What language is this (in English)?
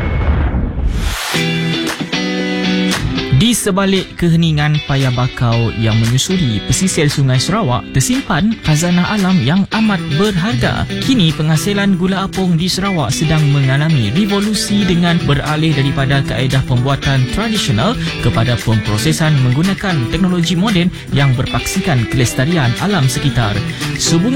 Malay